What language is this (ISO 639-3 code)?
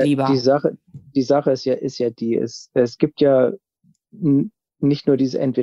deu